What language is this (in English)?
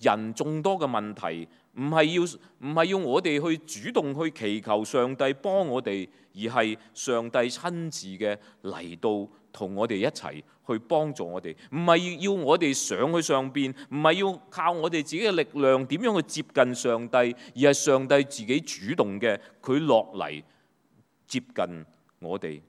Cantonese